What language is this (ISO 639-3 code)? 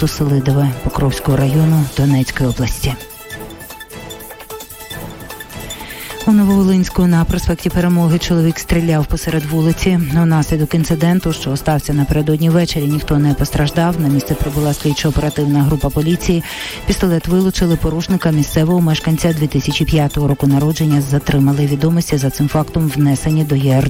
ukr